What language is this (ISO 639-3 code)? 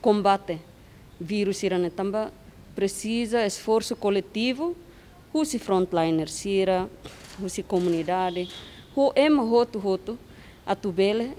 tet